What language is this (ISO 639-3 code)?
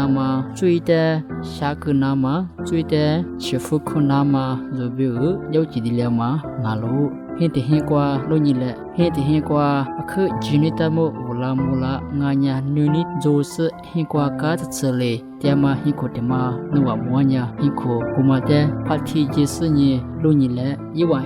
lis